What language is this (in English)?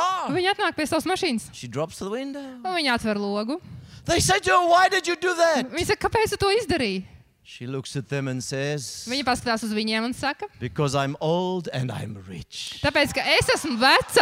Latvian